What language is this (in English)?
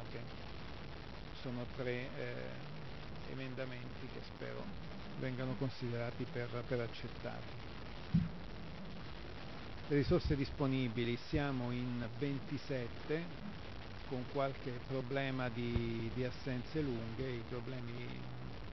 Italian